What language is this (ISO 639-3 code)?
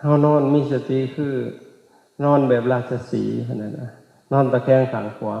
lao